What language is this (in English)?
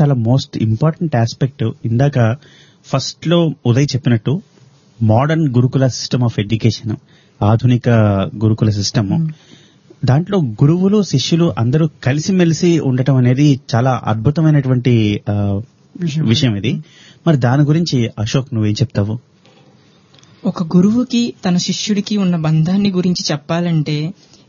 Telugu